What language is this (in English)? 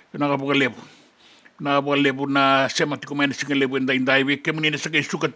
Fijian